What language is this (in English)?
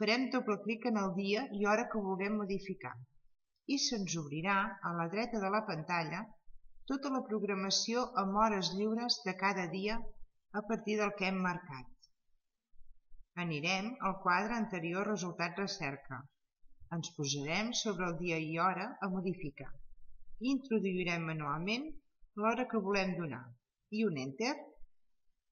Catalan